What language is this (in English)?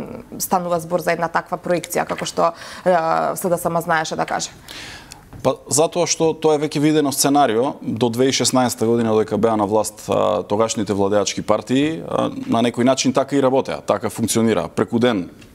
Macedonian